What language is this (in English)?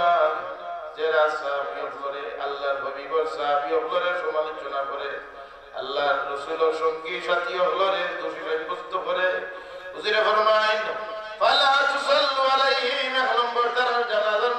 Sylheti